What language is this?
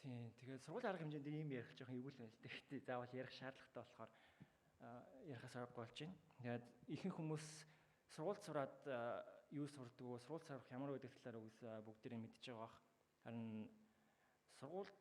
Mongolian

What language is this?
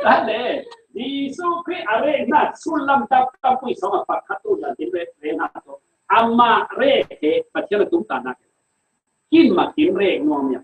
Falam Chin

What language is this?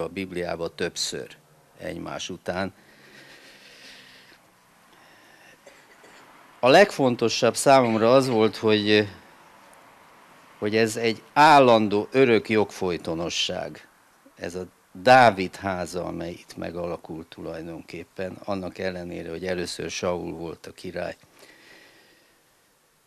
Hungarian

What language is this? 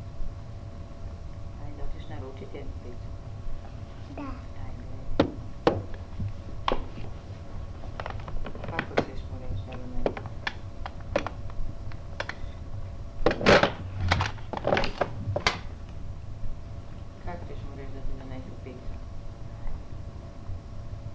Croatian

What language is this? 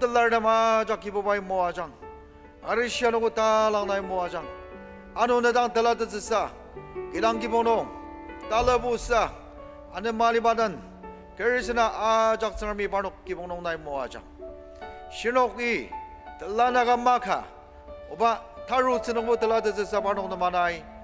Ao Naga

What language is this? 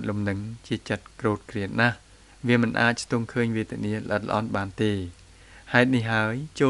Khmer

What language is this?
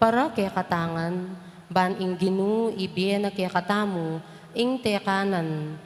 Pampanga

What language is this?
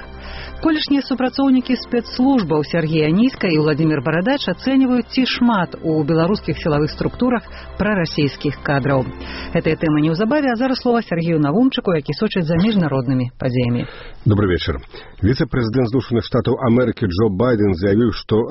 Belarusian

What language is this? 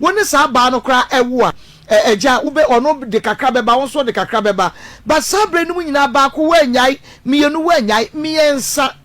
Akan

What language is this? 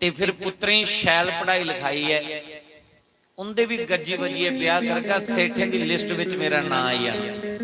Dogri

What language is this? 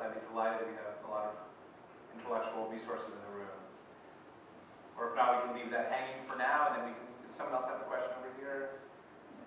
English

